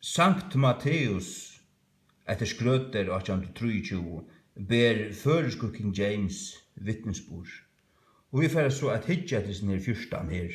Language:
Faroese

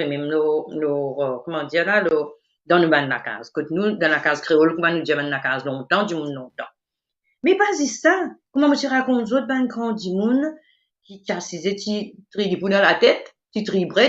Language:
Morisyen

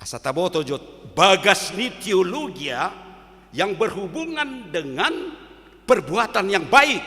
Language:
Batak Toba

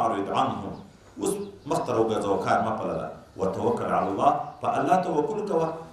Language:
Pashto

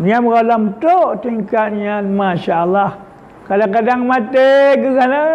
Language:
Achinese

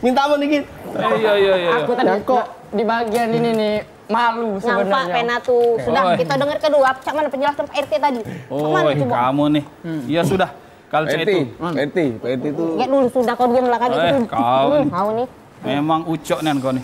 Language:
Musi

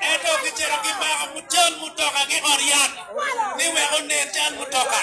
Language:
Acoli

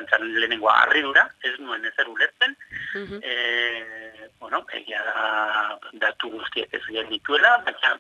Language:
Basque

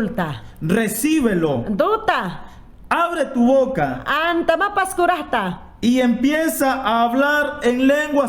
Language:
Mayangna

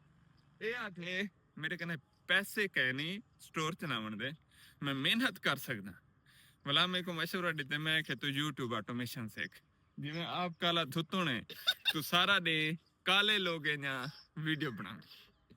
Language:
Saraiki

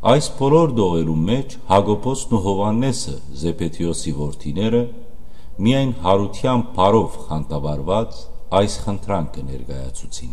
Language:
Western Armenian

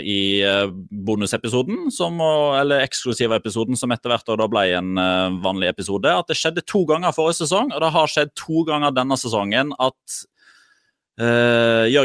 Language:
Norwegian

